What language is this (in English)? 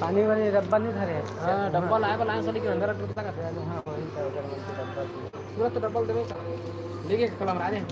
Chhattisgarhi